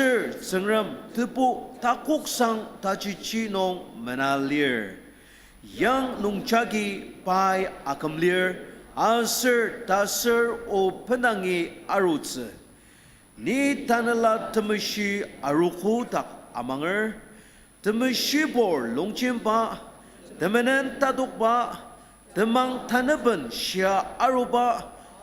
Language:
Ao Naga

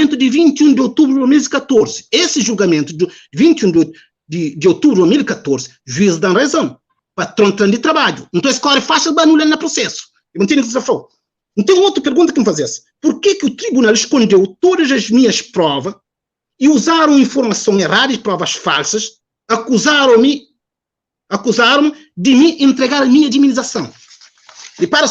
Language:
Kabuverdianu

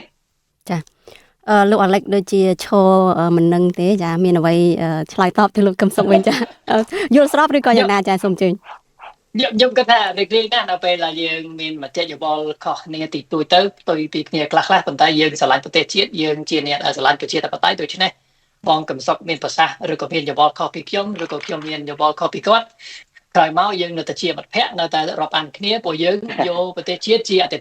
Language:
Khmer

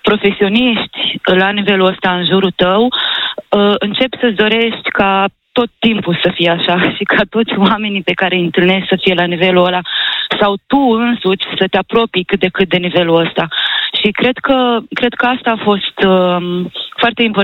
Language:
Romanian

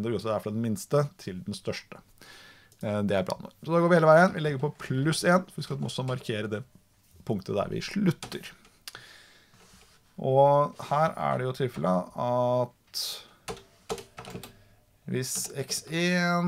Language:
Norwegian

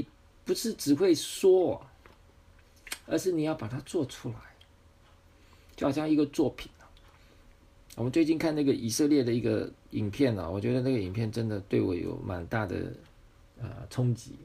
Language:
Chinese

